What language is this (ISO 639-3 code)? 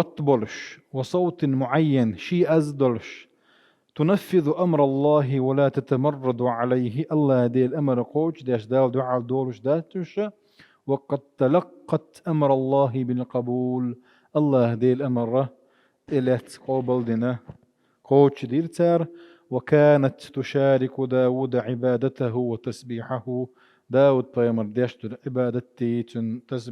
che